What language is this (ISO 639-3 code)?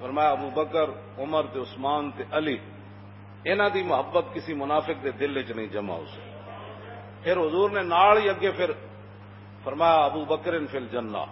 lah